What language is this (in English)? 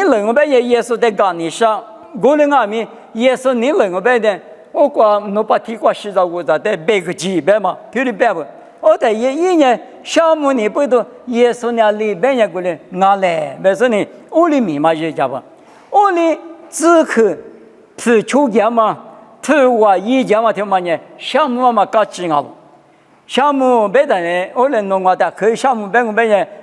Lisu